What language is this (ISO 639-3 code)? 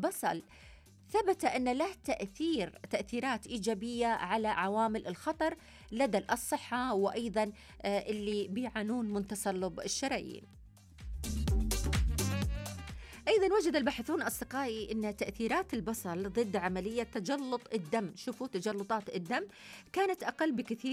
ara